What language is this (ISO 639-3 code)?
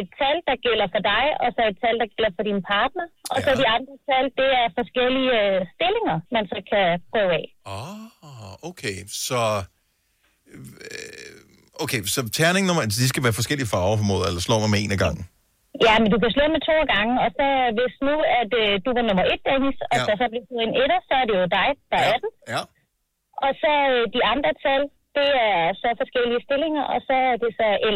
dan